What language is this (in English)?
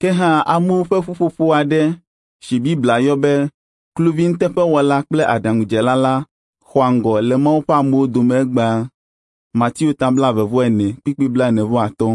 Ewe